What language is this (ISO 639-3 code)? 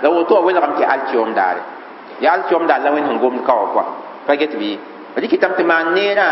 mos